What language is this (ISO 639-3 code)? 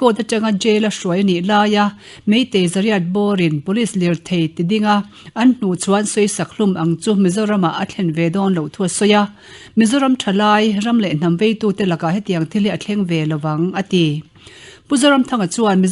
lus